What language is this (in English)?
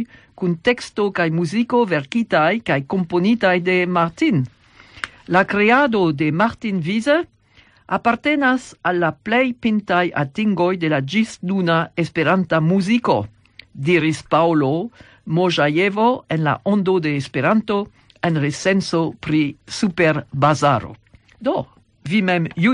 Esperanto